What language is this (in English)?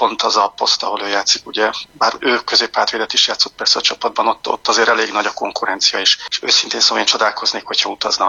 Hungarian